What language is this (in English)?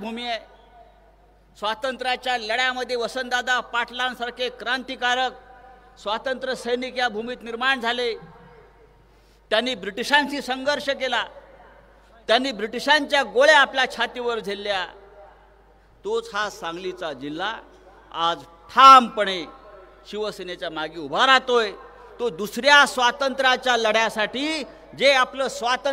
Marathi